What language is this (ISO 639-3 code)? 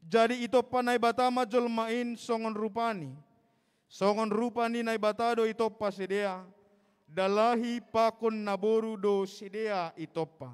bts